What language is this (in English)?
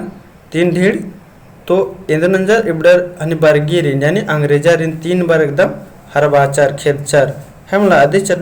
Kurukh